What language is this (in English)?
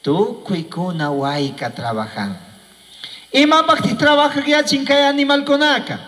Chimborazo Highland Quichua